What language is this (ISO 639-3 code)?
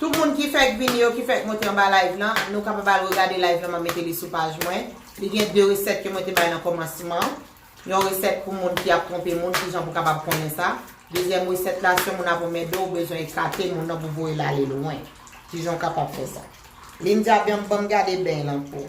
hat